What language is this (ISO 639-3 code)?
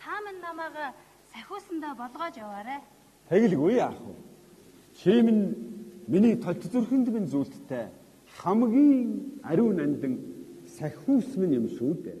mon